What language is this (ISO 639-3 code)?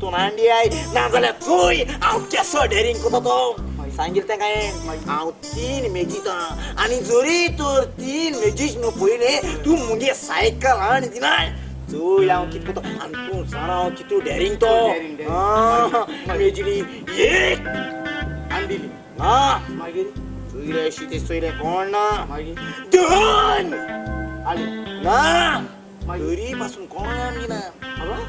kok